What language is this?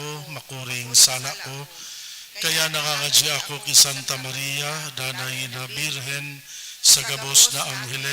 Bikol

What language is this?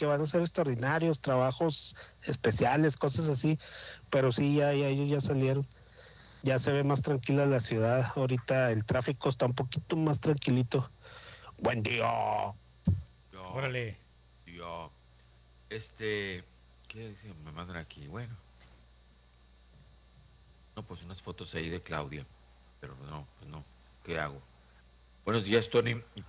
Spanish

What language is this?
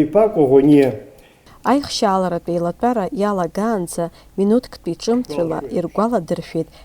Abkhazian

